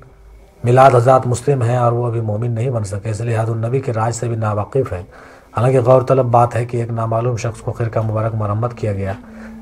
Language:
Urdu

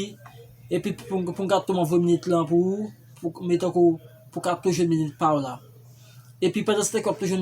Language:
Haitian Creole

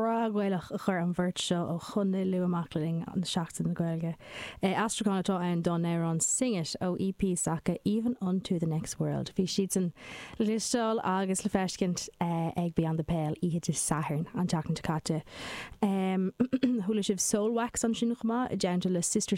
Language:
Irish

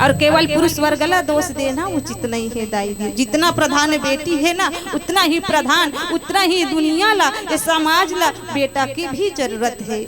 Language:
Chhattisgarhi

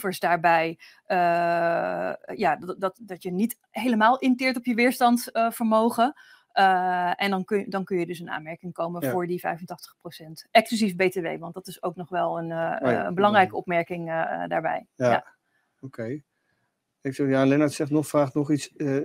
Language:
Dutch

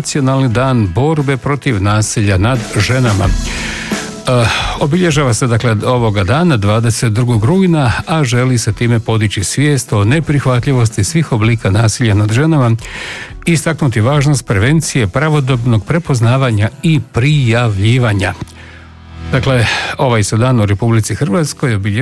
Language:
Croatian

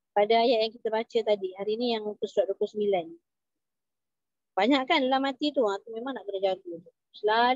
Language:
Malay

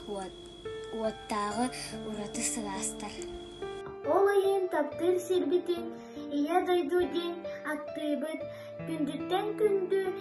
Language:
Yakut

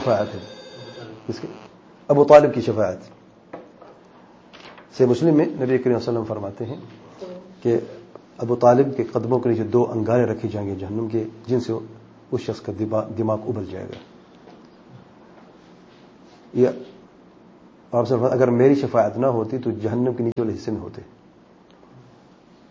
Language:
Urdu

